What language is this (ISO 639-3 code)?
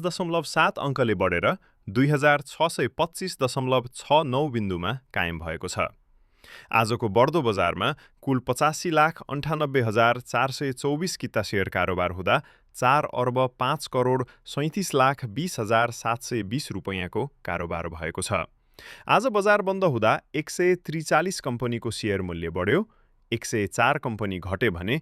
nep